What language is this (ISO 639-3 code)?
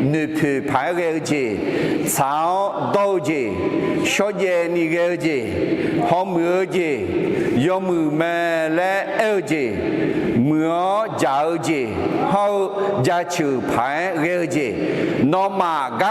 ahk